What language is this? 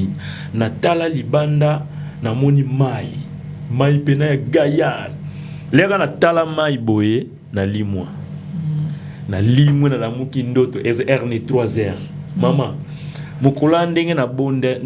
Lingala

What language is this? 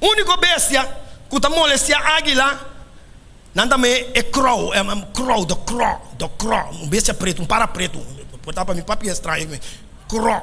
Papiamento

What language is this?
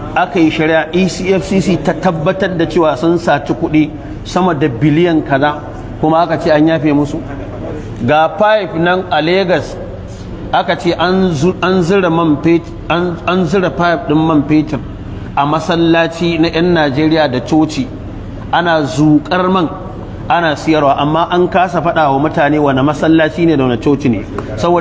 Hausa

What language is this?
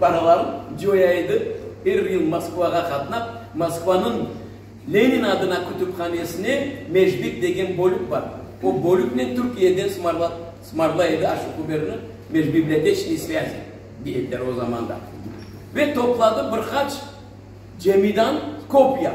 Crimean Tatar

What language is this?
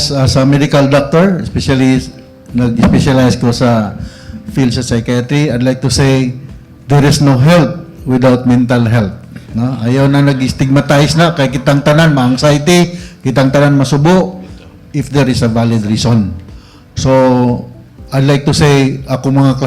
Cebuano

